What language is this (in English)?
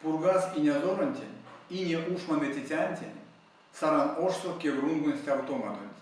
Erzya